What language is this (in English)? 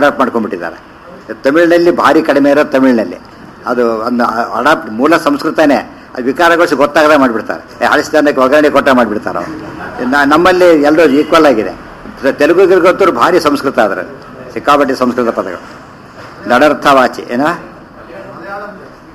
Kannada